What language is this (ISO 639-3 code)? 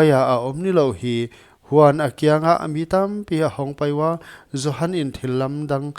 pck